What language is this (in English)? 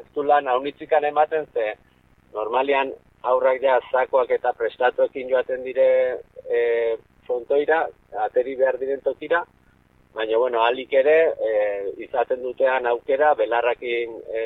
Basque